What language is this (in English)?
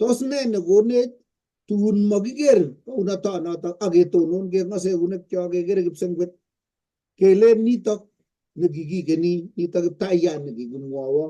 Kalenjin